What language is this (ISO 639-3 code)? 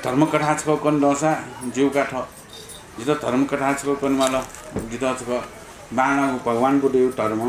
new